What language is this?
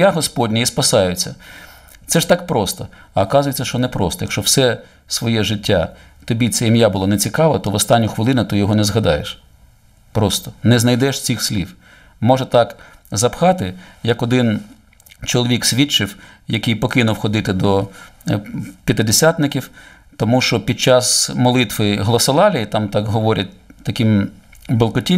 Ukrainian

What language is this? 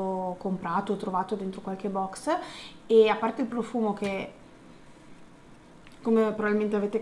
Italian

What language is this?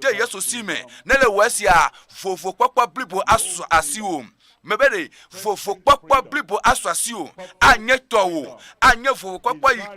Ewe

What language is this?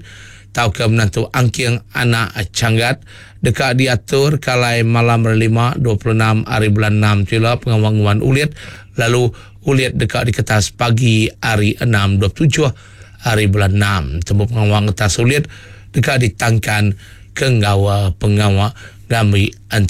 Iban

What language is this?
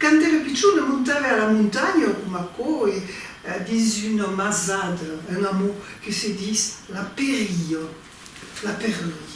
Occitan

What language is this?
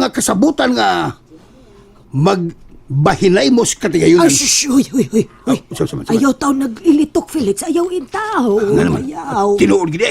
Cebuano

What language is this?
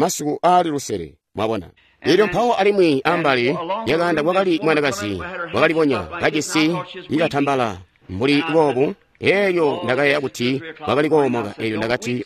Tonga (Zambia)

